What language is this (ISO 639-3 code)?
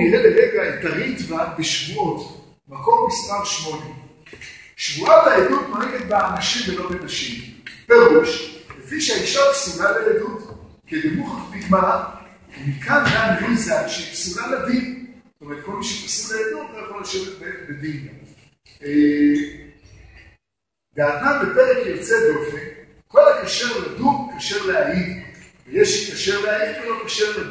heb